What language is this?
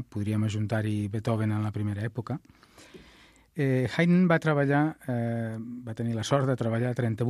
Catalan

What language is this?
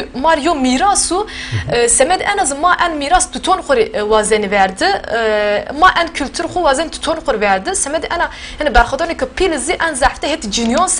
Zaza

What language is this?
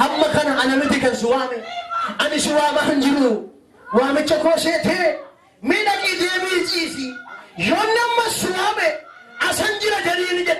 Oromo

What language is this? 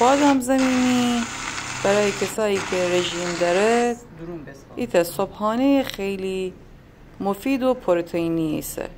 Gilaki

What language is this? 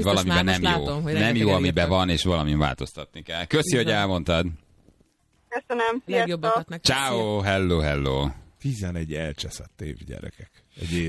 Hungarian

